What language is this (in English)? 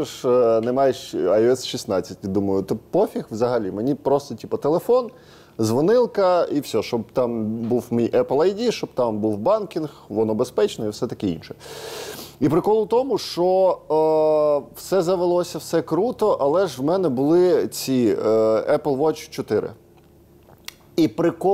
Ukrainian